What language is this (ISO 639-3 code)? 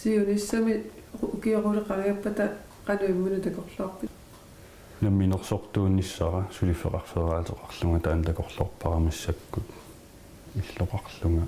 kal